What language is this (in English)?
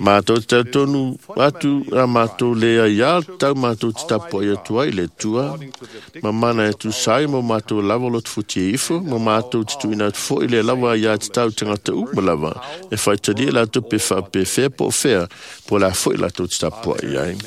Samoan